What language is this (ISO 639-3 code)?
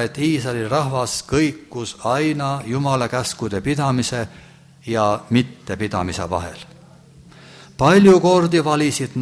est